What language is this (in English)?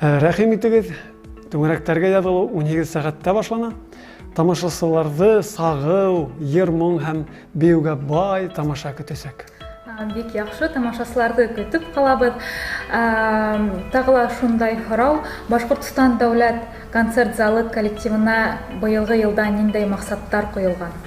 Bashkir